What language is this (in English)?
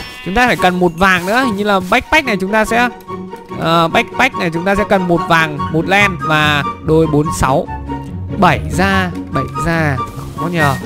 Vietnamese